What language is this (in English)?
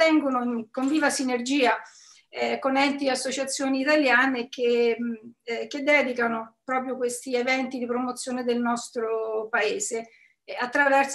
Italian